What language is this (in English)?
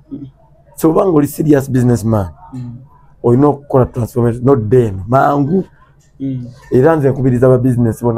Ganda